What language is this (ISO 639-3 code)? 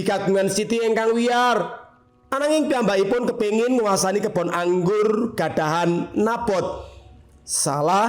jav